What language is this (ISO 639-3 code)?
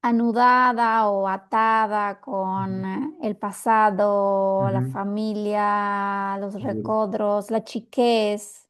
lad